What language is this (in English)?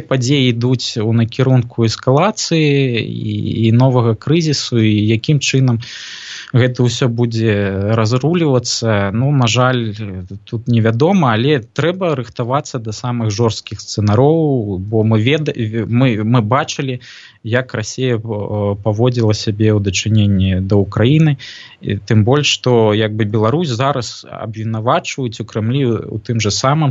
Belarusian